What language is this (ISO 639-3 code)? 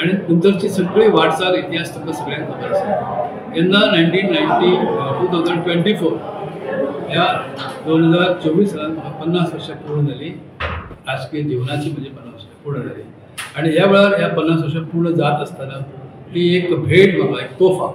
kok